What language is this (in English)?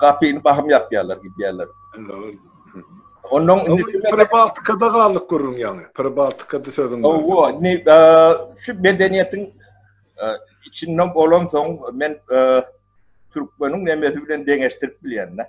Turkmen